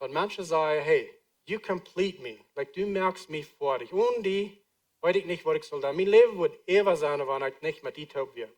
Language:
Plautdietsch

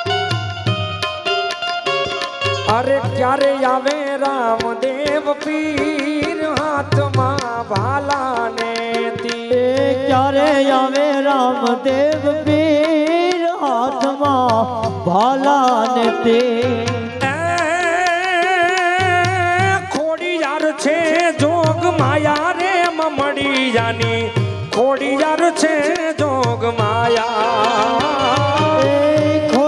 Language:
Gujarati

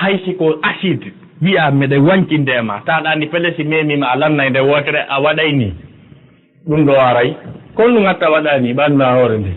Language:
Fula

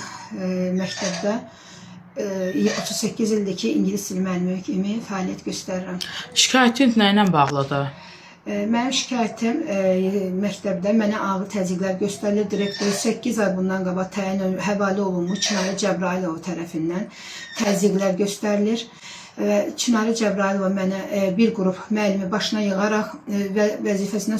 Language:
Azerbaijani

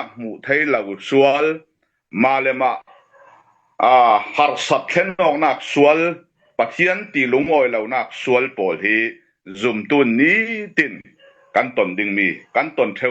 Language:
Falam Chin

